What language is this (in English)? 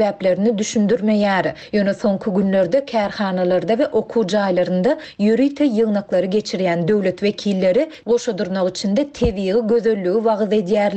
Turkmen